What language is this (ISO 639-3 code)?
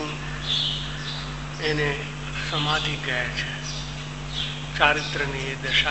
guj